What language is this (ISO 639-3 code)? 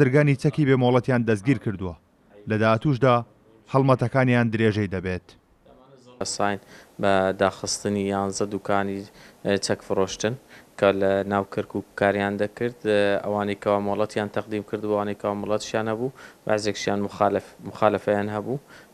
ckb